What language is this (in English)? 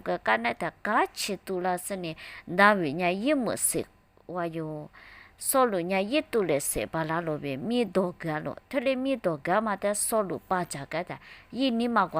Lisu